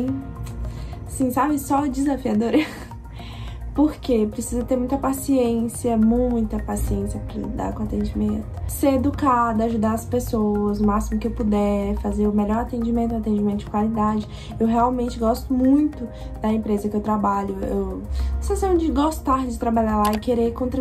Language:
Portuguese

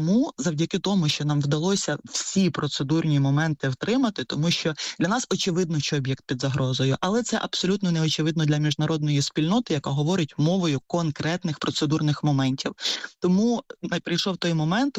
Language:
Ukrainian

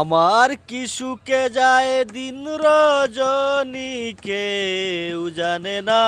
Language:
Sylheti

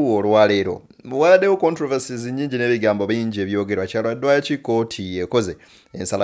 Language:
Ganda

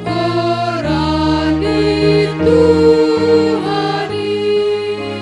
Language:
Batak Simalungun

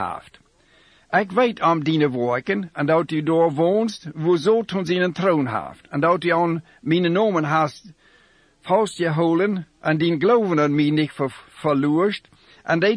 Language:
Plautdietsch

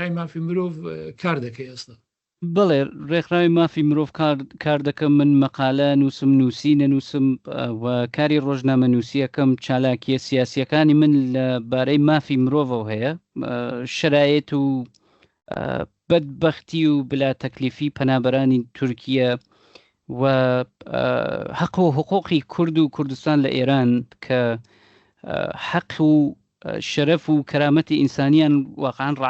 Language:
Central Kurdish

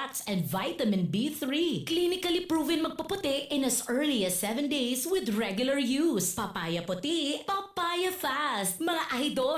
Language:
Bikol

